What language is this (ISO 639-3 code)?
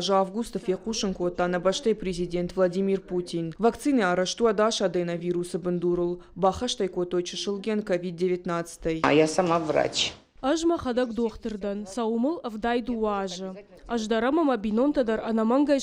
oss